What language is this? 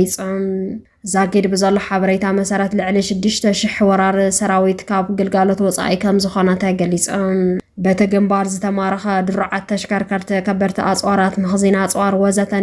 Tigrinya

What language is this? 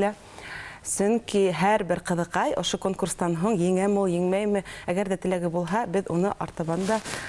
Bashkir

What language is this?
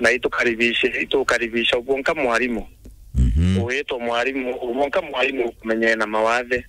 Meru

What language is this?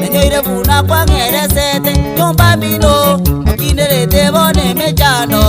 Gusii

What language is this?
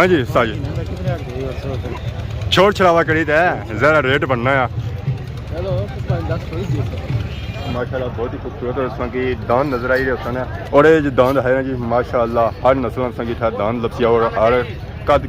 Pahari-Potwari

